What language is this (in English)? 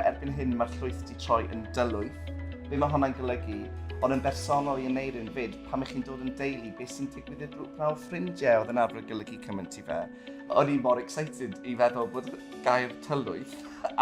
Welsh